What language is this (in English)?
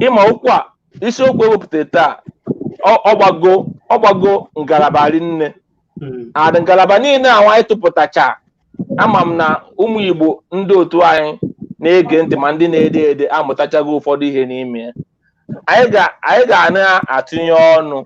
Igbo